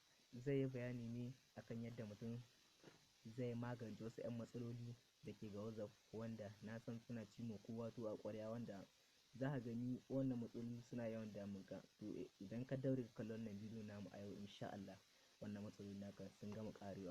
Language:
Hausa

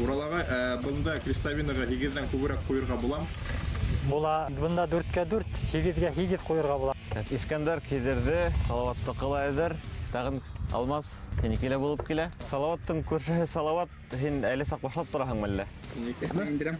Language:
Bashkir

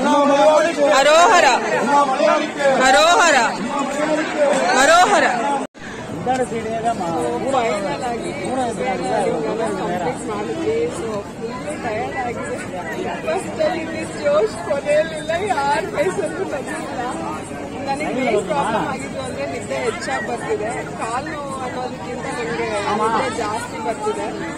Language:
Kannada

